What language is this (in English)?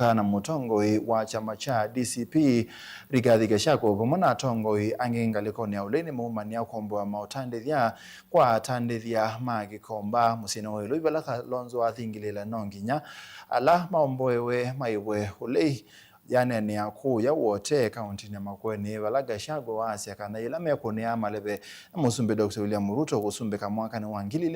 Kamba